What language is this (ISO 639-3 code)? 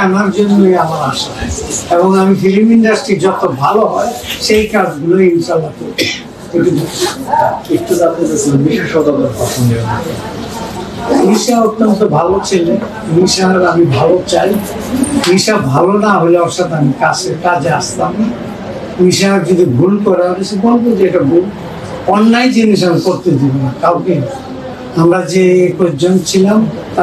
ben